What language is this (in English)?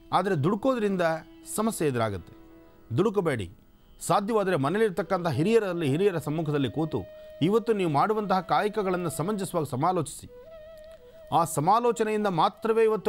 Kannada